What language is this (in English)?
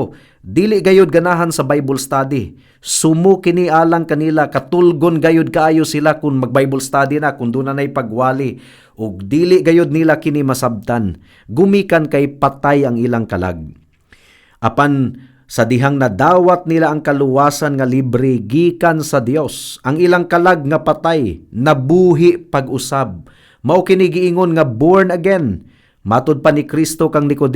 Cebuano